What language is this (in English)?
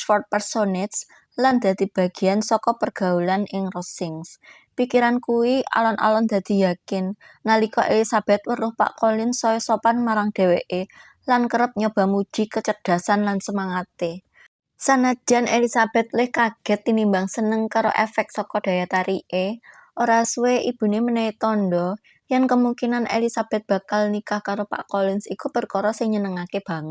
Javanese